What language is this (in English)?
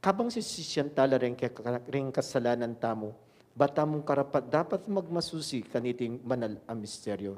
Pampanga